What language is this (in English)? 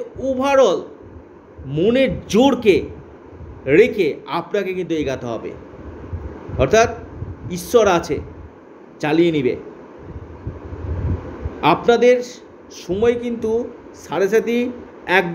Bangla